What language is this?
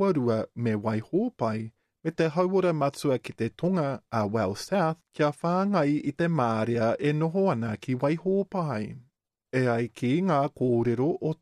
Māori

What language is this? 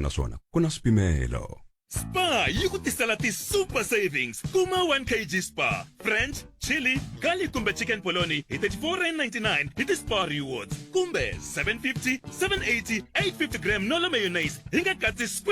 Tsonga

